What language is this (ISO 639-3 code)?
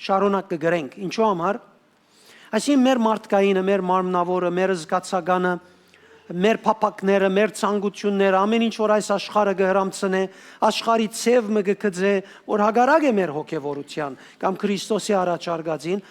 hyw